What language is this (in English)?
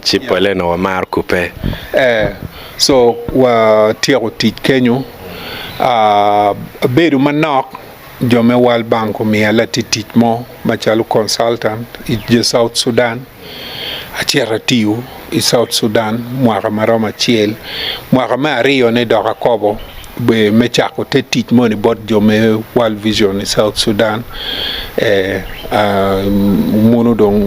Acoli